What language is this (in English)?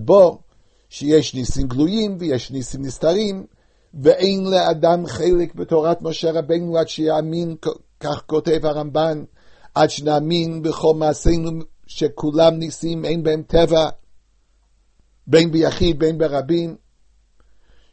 Hebrew